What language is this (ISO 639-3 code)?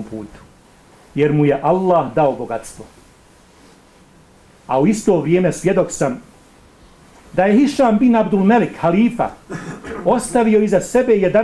bos